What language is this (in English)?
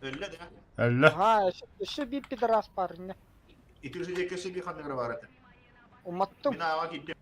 Yakut